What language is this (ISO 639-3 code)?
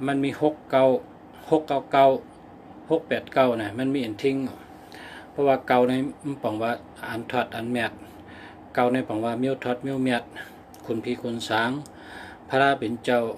shn